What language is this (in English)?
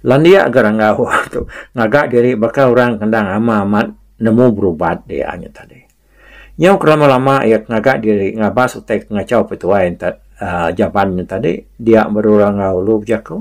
Iban